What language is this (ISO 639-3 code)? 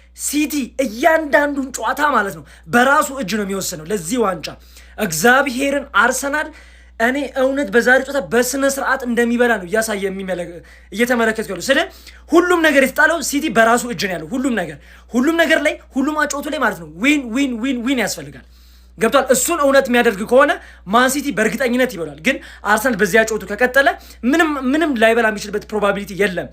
amh